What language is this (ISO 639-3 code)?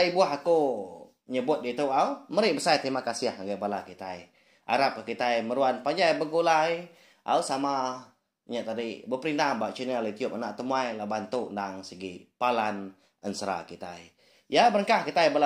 iba